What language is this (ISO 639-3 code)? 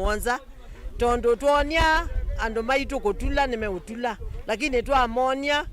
kam